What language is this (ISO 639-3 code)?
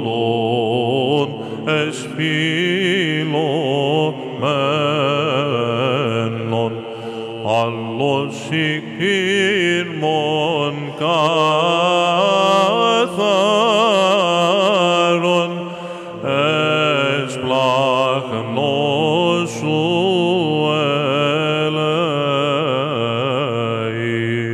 ell